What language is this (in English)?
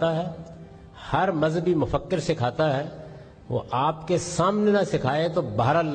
Urdu